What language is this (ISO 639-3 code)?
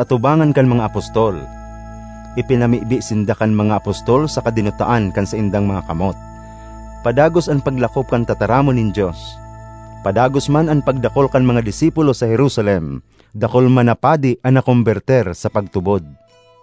bik